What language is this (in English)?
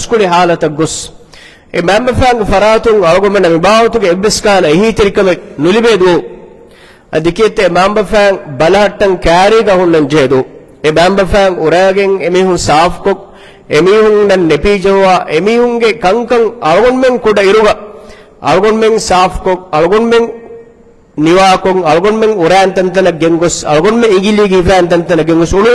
Divehi